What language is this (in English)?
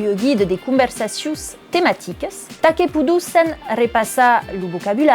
Occitan